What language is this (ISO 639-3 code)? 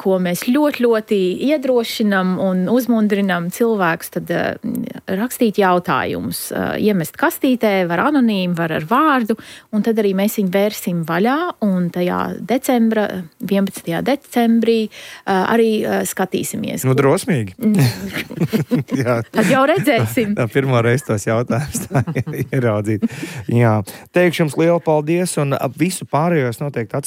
lav